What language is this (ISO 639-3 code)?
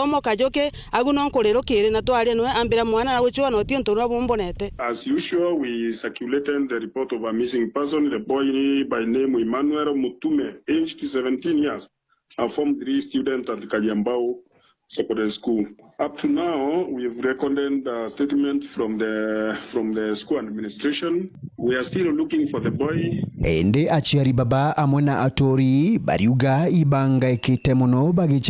mer